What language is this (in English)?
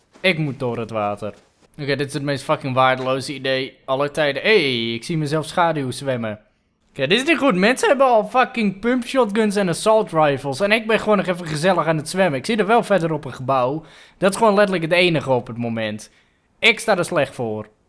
Dutch